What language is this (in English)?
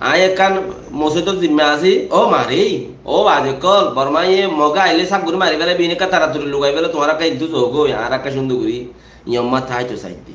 Rohingya